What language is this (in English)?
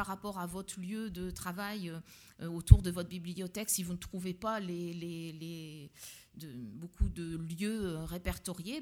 French